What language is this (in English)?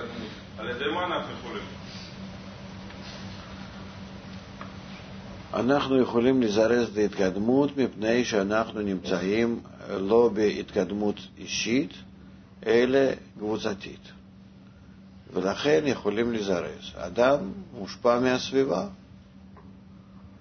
Hebrew